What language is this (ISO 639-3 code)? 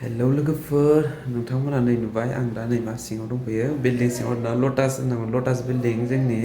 brx